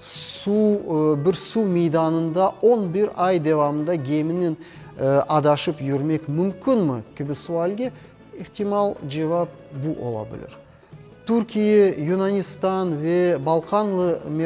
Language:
Crimean Tatar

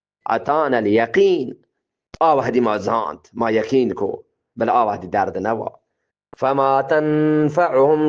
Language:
Eastern Balochi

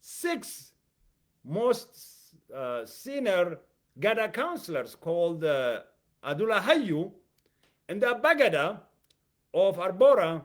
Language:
English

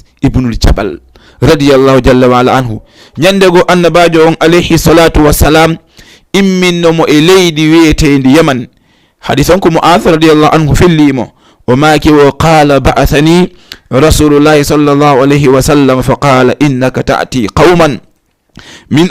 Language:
Fula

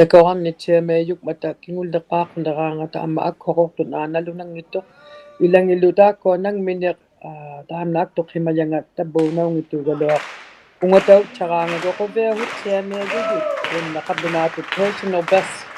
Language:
Inuktitut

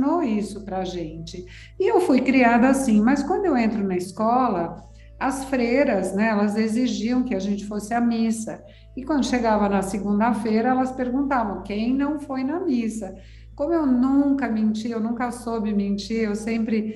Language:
Portuguese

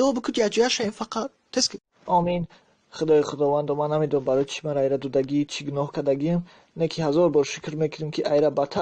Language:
Tajik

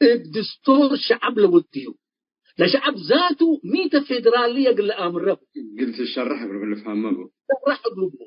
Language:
Tigre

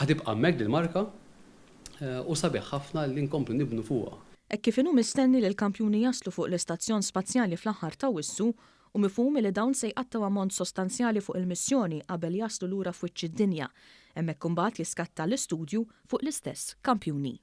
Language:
Maltese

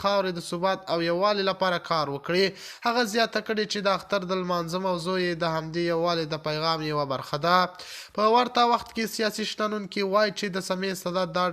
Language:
Pashto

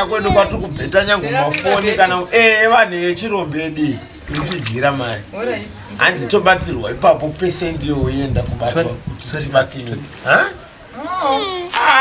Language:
Shona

